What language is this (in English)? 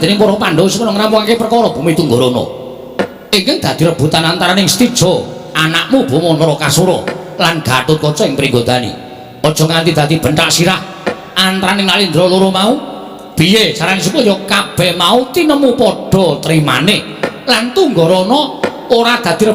Javanese